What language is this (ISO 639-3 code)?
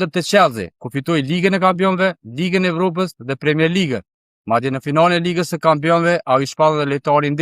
sqi